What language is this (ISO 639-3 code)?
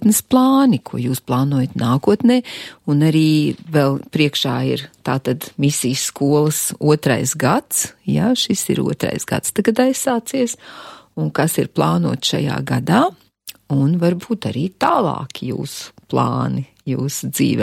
lav